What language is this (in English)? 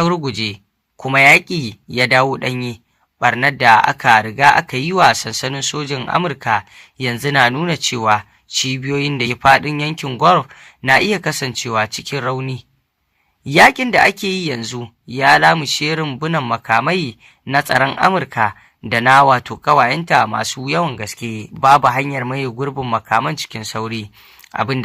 Hausa